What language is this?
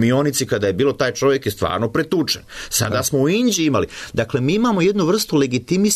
Serbian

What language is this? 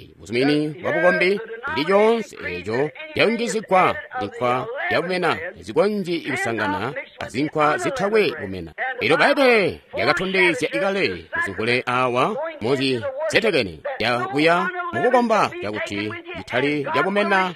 Tonga (Zambia)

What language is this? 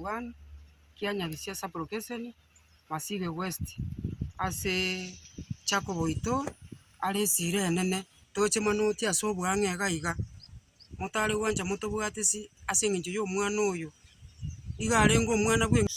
Gusii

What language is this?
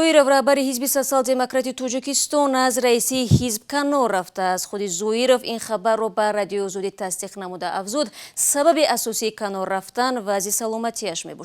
Tajik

